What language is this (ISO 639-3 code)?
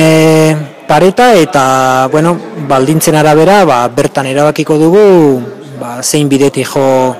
eus